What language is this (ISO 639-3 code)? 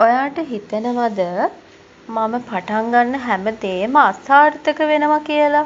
sin